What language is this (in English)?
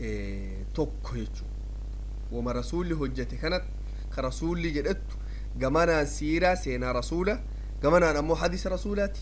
Oromo